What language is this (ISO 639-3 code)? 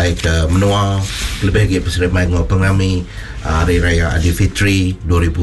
iba